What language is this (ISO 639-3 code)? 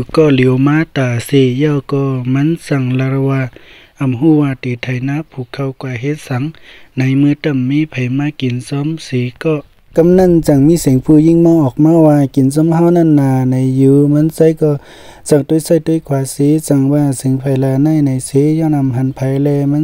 shn